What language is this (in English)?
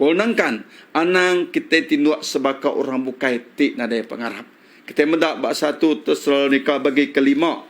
Iban